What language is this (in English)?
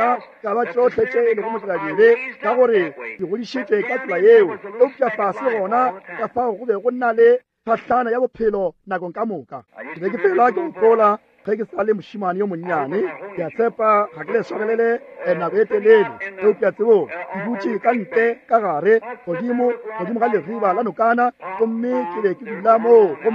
Northern Sotho